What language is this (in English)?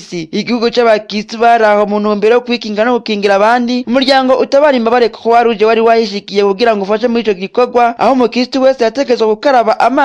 Rundi